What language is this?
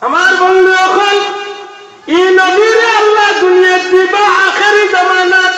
Sylheti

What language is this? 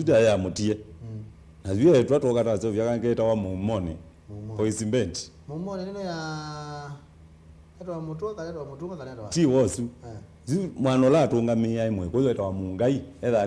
Kamba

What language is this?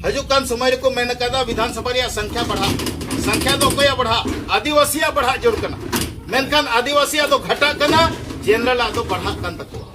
Santali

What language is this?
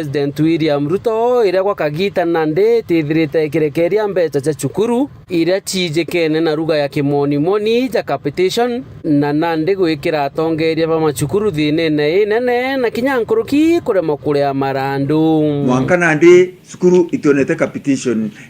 Meru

